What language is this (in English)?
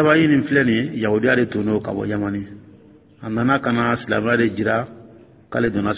Dyula